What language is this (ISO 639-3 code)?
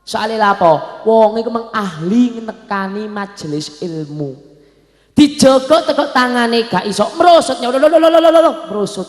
jav